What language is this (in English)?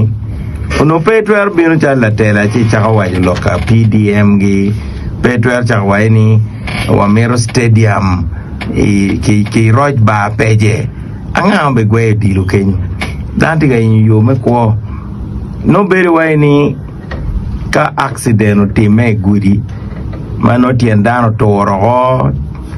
Acoli